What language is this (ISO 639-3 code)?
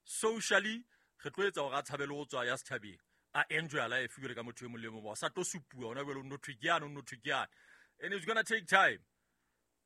sot